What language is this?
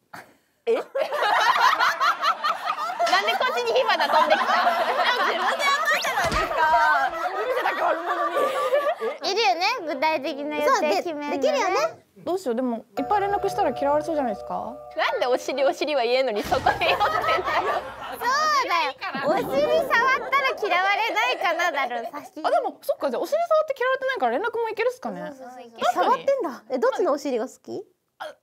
Japanese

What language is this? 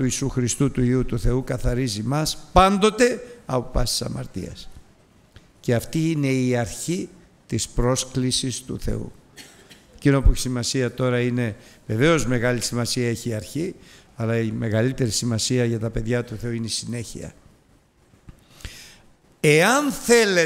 Greek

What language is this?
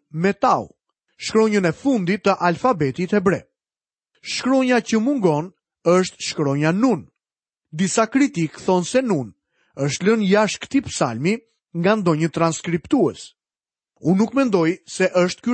Albanian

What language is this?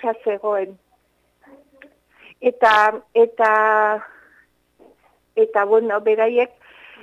Basque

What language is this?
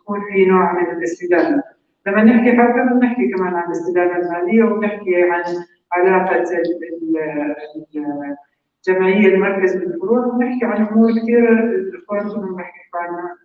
North Levantine Arabic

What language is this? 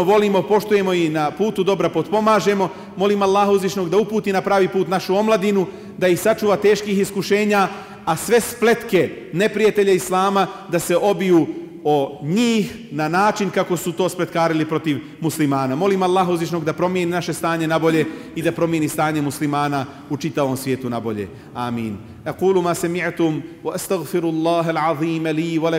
Bosnian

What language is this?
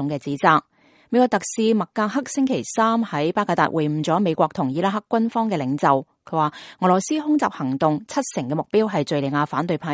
Cantonese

